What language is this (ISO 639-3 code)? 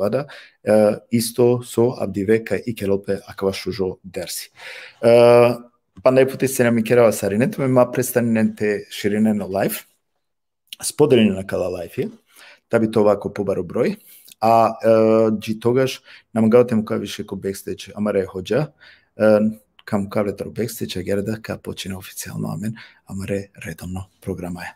rmn